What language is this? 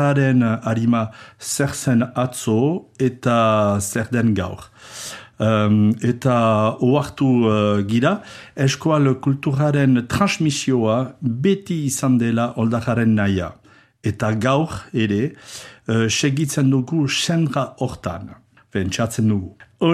Basque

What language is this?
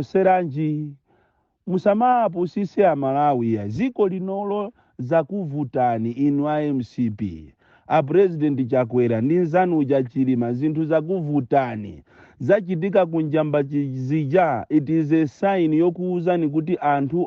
Nyanja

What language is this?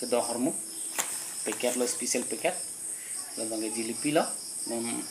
Karbi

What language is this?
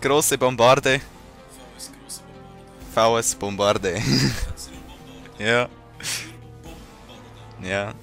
Swiss German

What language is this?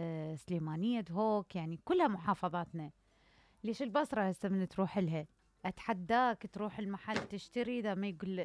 Mesopotamian Arabic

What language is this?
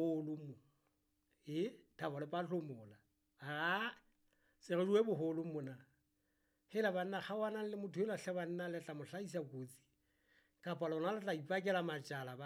Southern Sotho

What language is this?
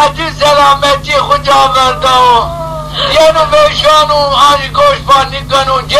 Zaza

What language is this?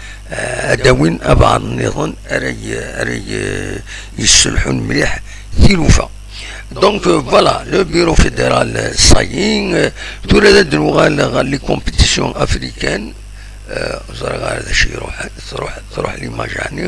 Kabyle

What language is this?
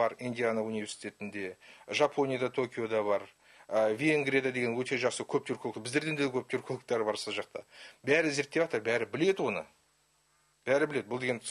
Kazakh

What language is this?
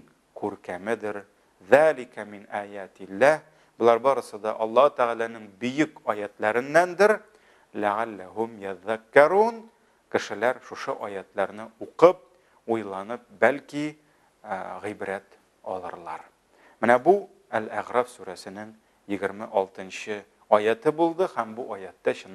Tatar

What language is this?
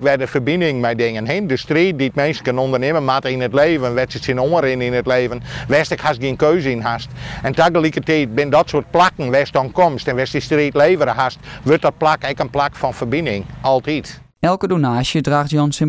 Western Frisian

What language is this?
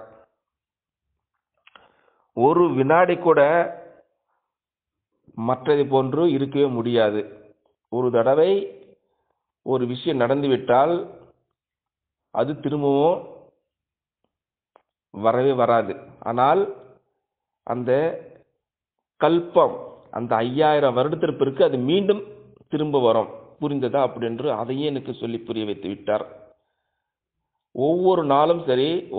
Tamil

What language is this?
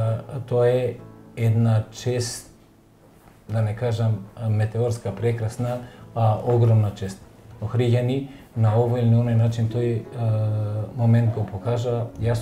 Macedonian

